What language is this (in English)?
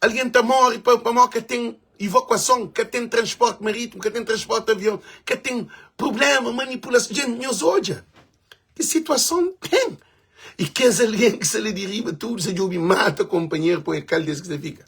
Kabuverdianu